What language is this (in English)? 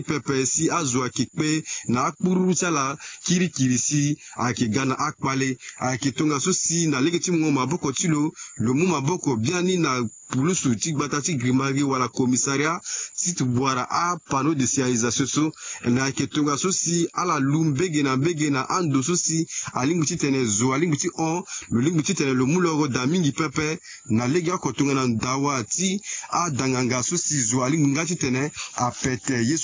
Sango